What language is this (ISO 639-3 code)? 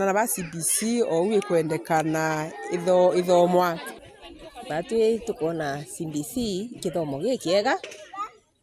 mer